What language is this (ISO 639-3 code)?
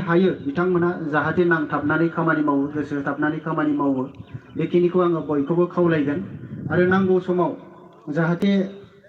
brx